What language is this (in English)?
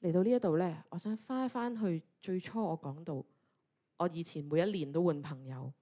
Cantonese